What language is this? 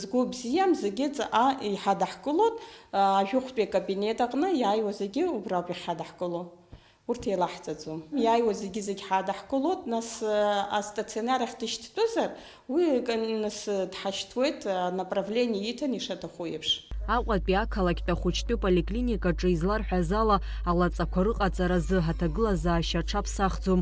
Abkhazian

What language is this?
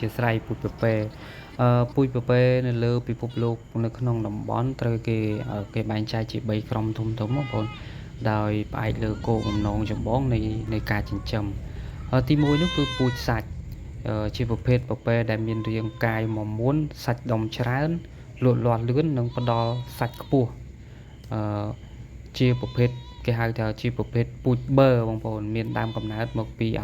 Khmer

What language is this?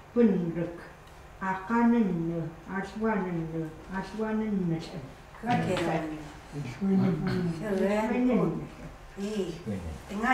Chukot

